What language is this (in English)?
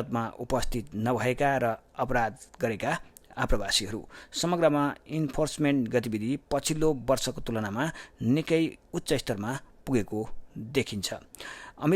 Nepali